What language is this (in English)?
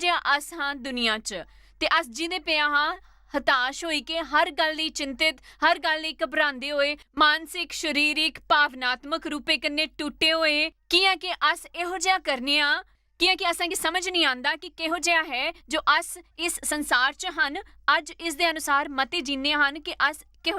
Dogri